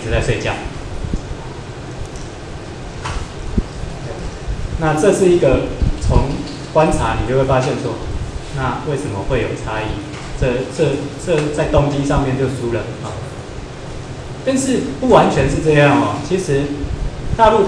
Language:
Chinese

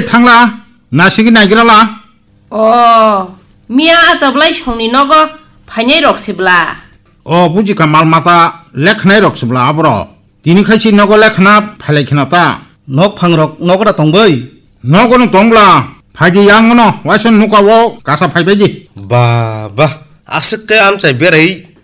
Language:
Kok Borok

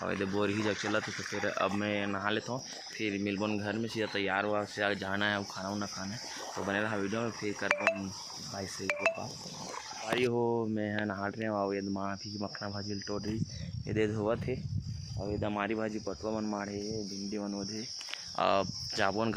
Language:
Chhattisgarhi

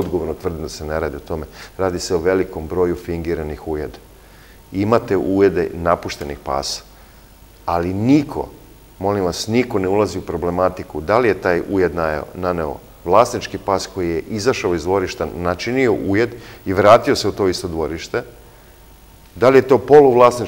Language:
Serbian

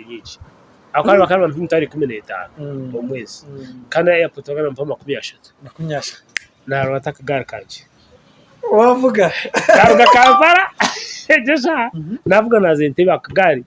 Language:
Nyankole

